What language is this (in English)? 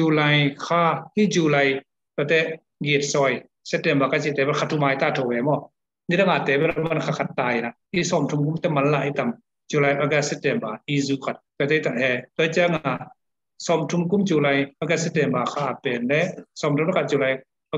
Tedim Chin